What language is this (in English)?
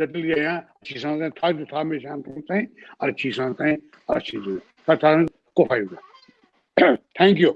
Newari